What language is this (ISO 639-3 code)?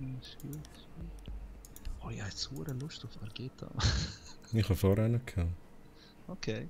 gsw